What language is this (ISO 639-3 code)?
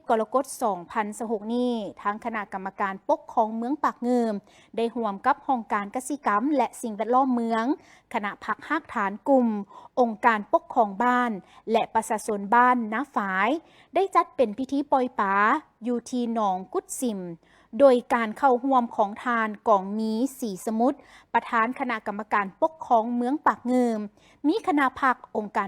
lao